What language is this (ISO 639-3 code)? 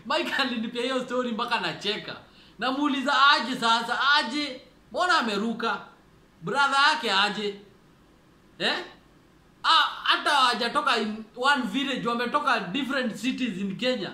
swa